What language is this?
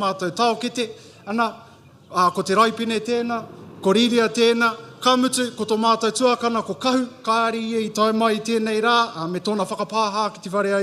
Māori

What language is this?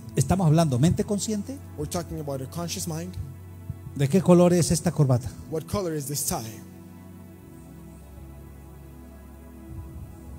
Spanish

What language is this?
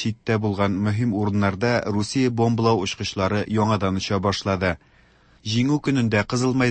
Tatar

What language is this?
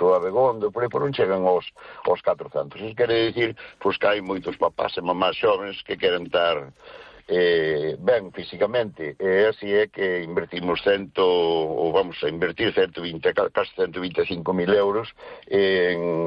Galician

